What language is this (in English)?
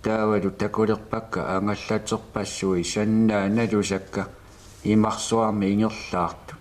Kalaallisut